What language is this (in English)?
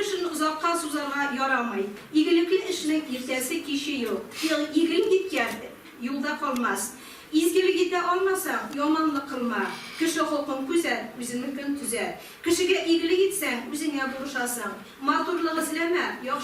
Tatar